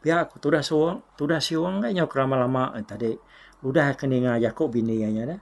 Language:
Iban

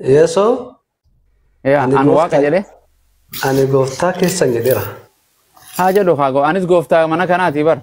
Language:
Oromo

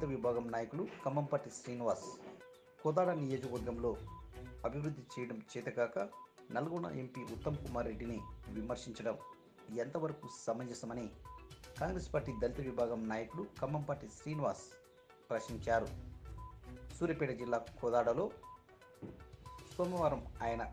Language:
Telugu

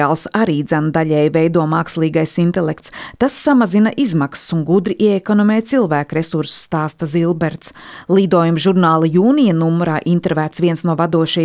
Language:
Latvian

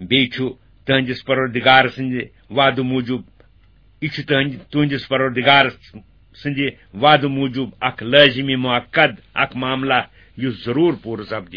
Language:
Kashmiri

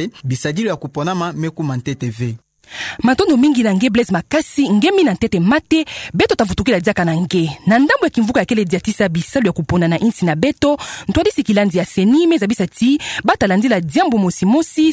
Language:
Kituba (Democratic Republic of Congo)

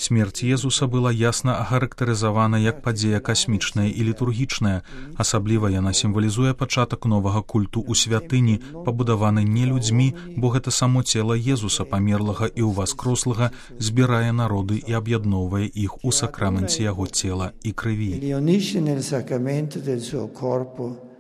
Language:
Belarusian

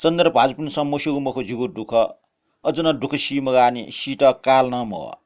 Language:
Newari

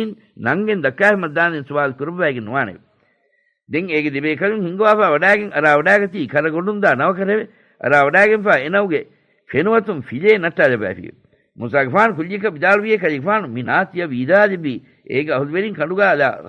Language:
Divehi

